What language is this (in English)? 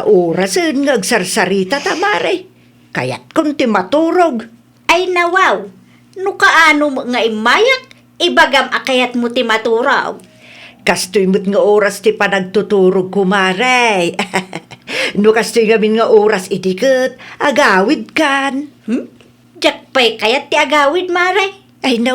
Iloko